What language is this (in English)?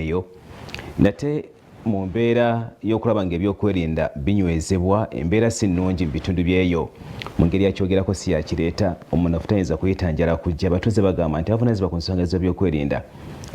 Ganda